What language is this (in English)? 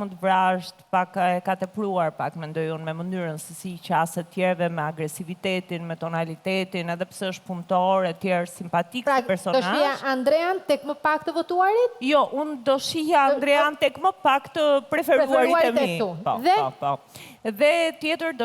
Albanian